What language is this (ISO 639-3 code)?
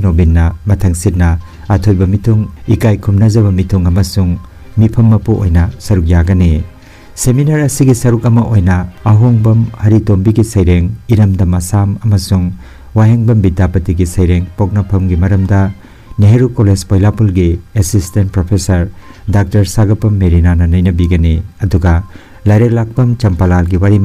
mni